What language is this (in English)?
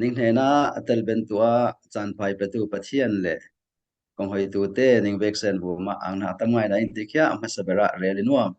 Falam Chin